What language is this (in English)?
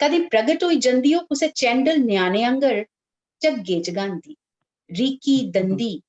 Dogri